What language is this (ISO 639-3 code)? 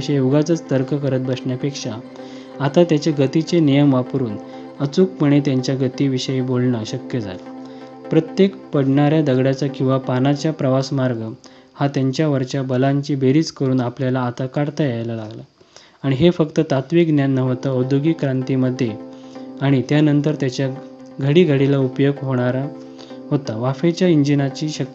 mar